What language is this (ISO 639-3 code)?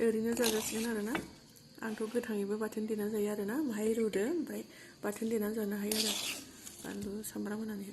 brx